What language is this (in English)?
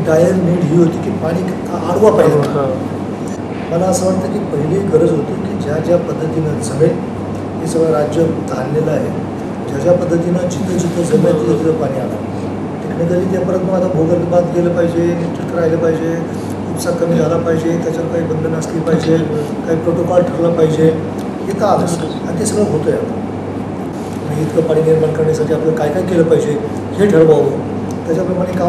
Marathi